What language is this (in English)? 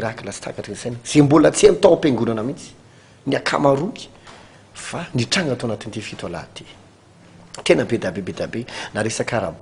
Malagasy